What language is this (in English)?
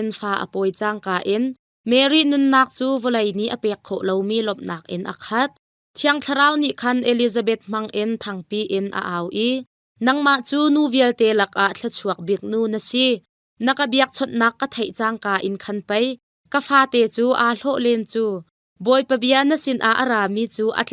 Hakha Chin